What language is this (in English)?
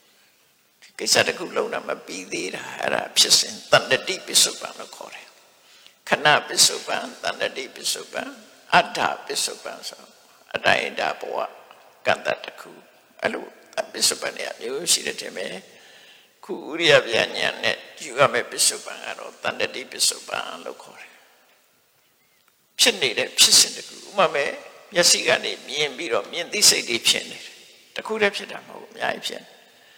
Burmese